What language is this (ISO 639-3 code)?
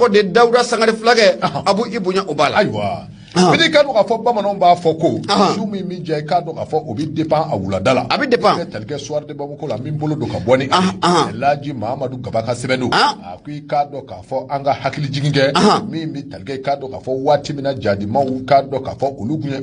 bam